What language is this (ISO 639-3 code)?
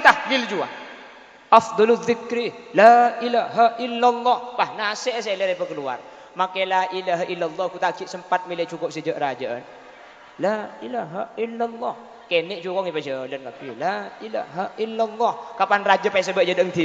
mad